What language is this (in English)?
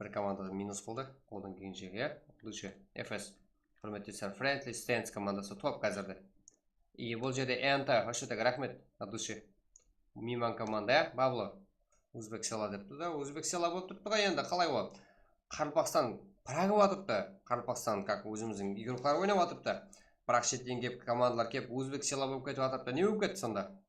Kara-Kalpak